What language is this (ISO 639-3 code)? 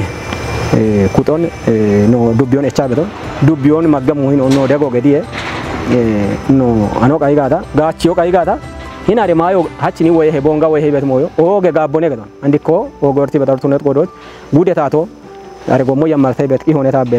kbr